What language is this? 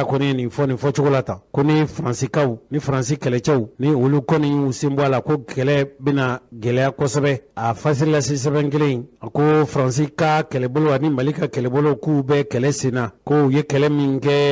Bambara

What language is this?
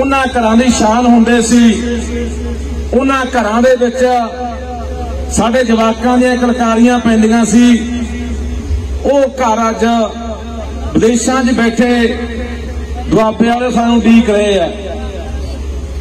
Punjabi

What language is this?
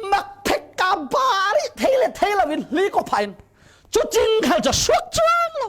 Falam Chin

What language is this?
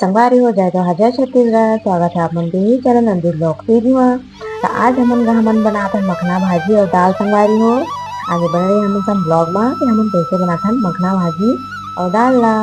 Chhattisgarhi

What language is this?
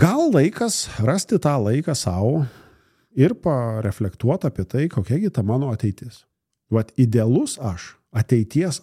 Lithuanian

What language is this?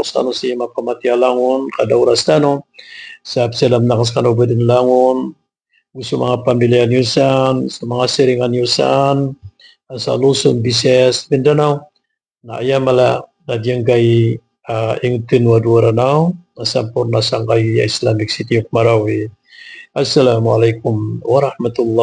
Maranao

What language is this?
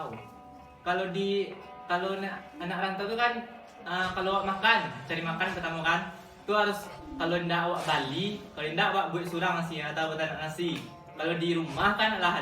Minangkabau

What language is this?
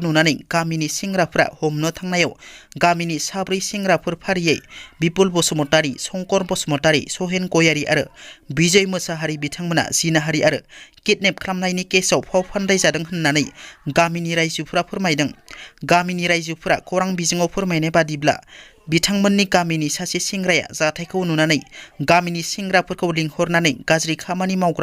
Bodo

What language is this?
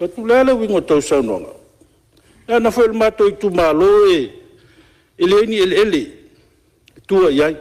Samoan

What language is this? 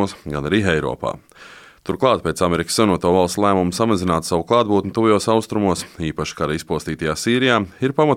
Latvian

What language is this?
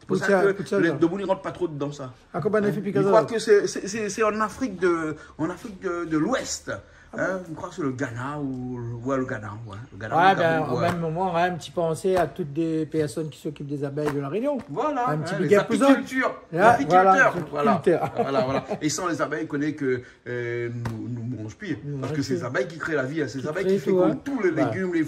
Réunion Creole French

